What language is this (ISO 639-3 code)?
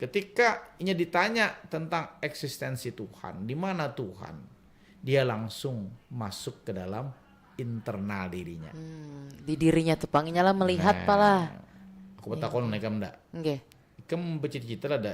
bjn